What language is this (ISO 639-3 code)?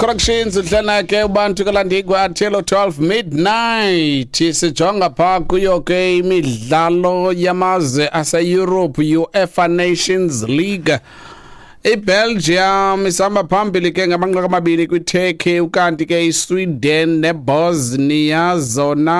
xho